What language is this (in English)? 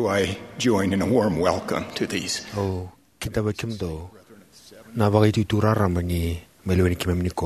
Fijian